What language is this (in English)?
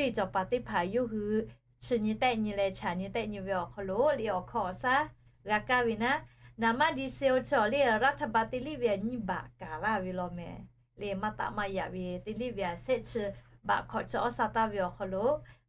Lahu